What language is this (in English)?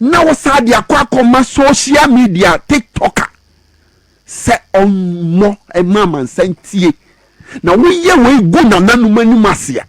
Akan